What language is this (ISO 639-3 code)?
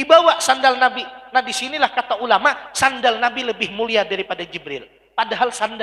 bjn